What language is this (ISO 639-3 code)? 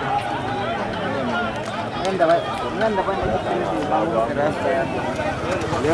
swa